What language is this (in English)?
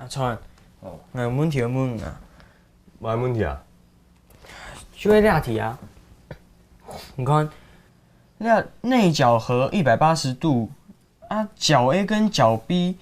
Hakka Chinese